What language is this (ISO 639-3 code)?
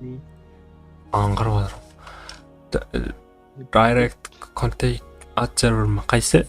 kaa